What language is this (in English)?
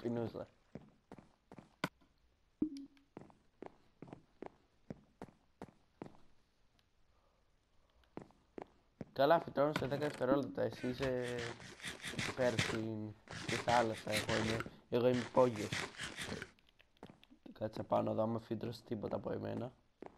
Greek